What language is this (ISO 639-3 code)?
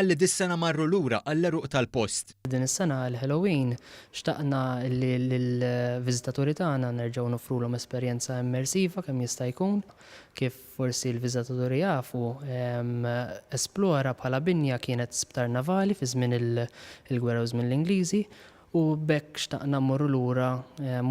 mlt